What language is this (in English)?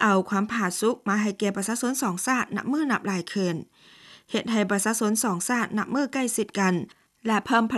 Lao